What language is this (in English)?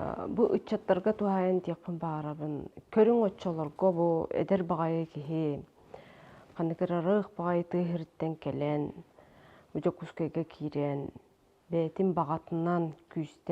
Yakut